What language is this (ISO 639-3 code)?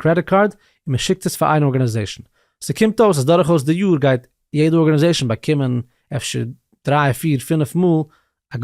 yid